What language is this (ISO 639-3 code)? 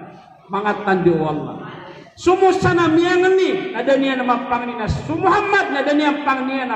mrw